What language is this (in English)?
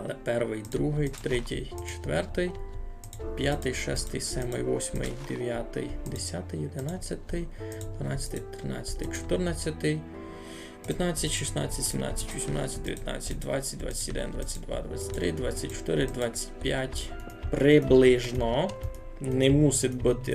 Rusyn